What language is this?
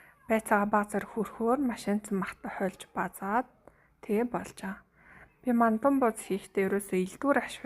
Mongolian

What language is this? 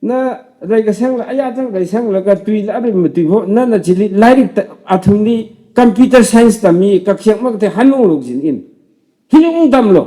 Tangkhul Naga (India)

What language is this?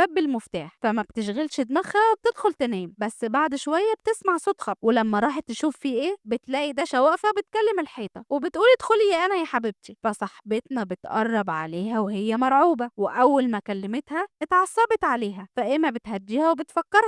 Egyptian Arabic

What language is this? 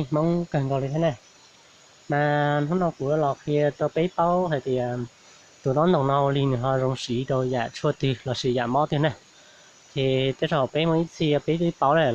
Hmong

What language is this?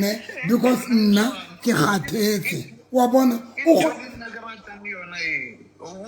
Southern Sotho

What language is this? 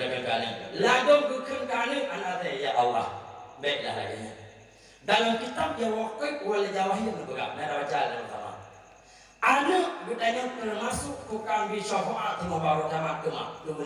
Achinese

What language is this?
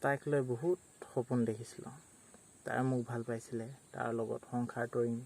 Assamese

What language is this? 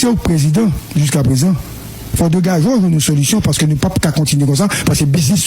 Haitian Creole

